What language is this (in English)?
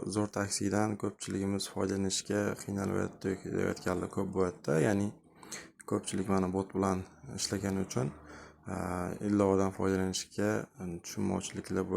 Uzbek